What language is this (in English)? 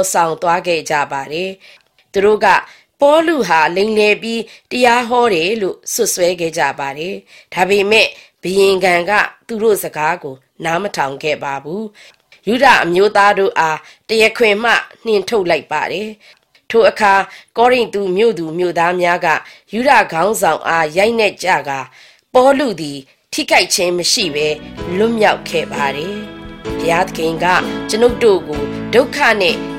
Burmese